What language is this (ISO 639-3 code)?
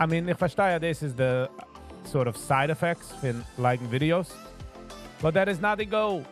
yid